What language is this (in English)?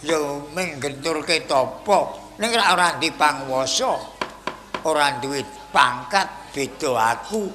Javanese